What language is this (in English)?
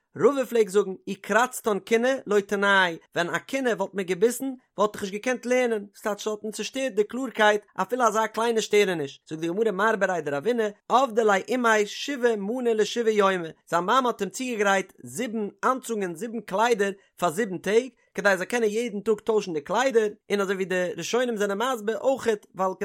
Yiddish